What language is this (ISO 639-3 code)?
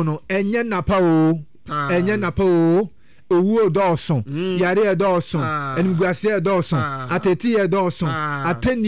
aka